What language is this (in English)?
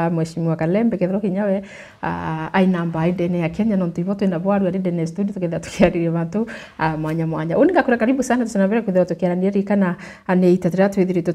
Meru